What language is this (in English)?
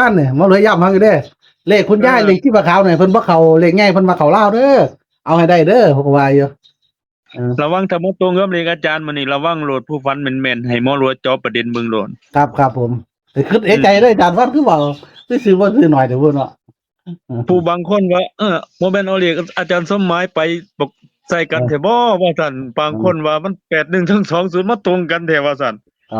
Northeastern Thai